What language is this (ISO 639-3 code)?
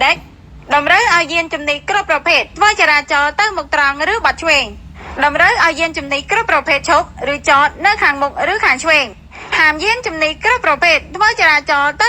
khm